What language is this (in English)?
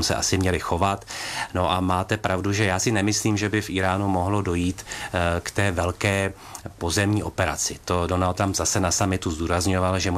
Czech